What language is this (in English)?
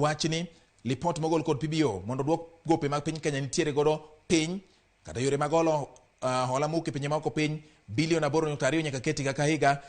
Luo (Kenya and Tanzania)